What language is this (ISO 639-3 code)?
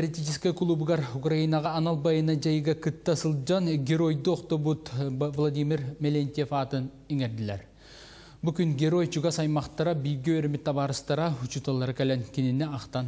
sah